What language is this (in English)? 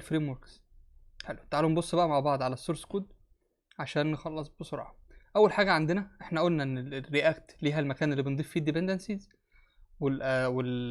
Egyptian Arabic